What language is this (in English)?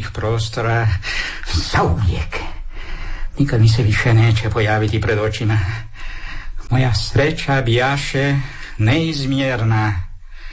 Croatian